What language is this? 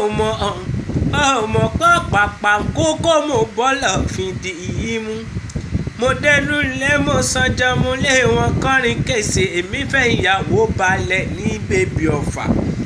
Yoruba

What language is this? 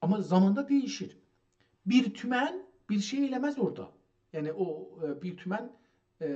South Azerbaijani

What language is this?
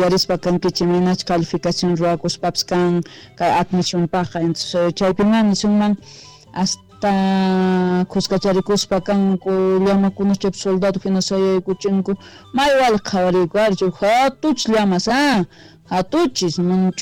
South Bolivian Quechua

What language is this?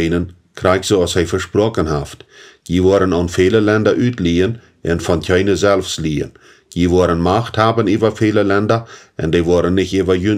Plautdietsch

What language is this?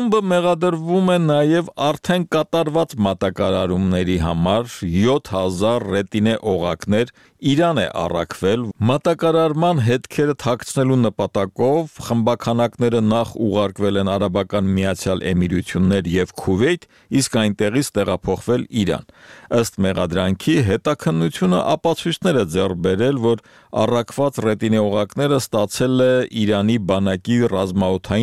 Armenian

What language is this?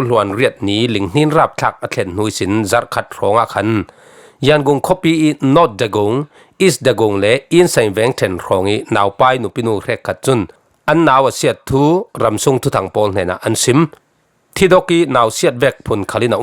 Falam Chin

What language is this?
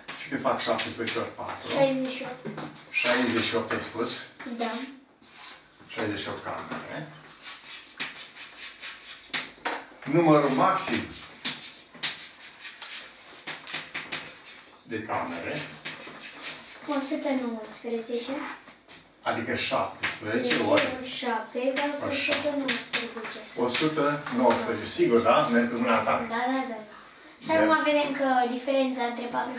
Romanian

